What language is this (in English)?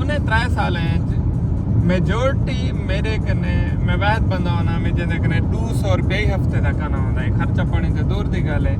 Saraiki